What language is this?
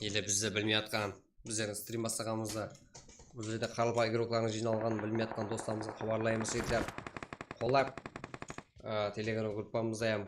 Kara-Kalpak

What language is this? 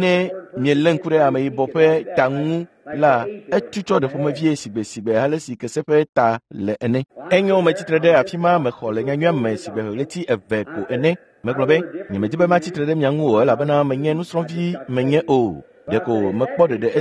Ewe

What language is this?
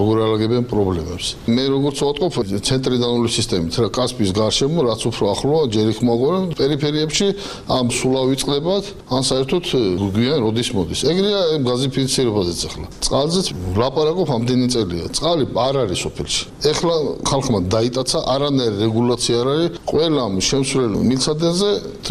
Georgian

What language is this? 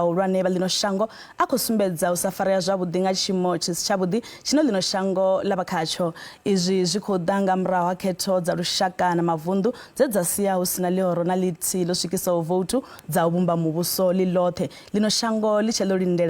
Venda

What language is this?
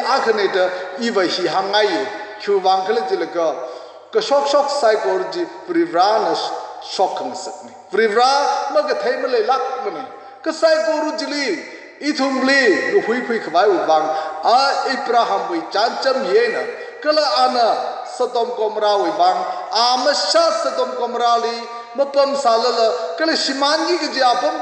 Tangkhul Naga (India)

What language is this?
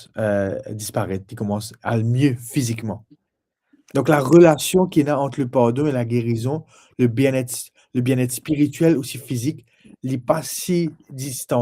Morisyen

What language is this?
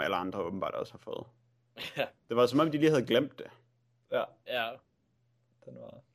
Danish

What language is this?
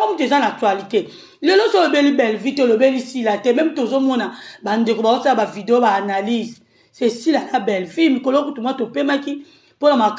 Lingala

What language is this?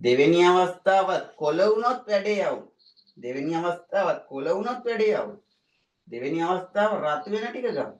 Sinhala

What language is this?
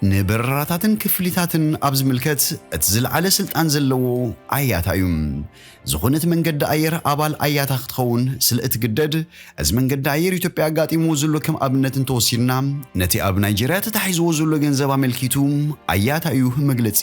Tigrinya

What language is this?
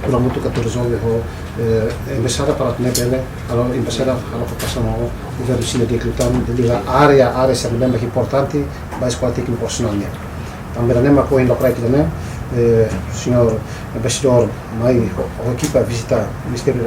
Tetum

